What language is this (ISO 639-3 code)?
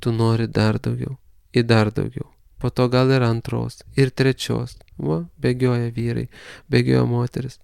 lit